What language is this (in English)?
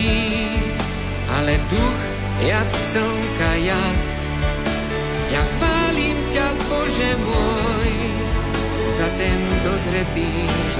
Slovak